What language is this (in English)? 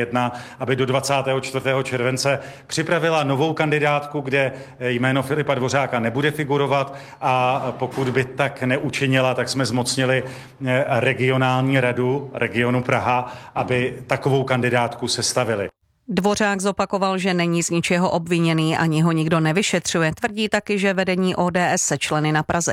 Czech